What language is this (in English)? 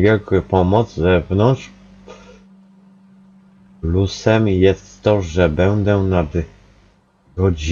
Polish